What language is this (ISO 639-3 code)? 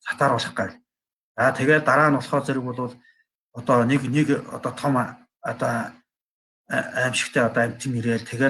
mon